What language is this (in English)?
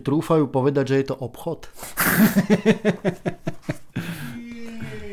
Slovak